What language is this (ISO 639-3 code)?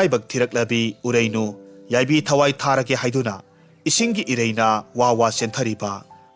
mni